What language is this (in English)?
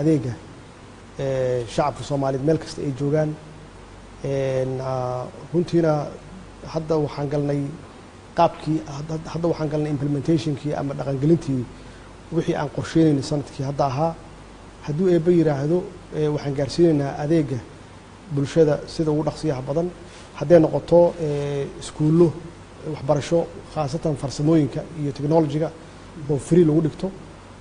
Somali